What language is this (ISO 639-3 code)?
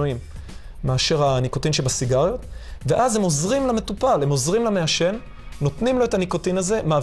heb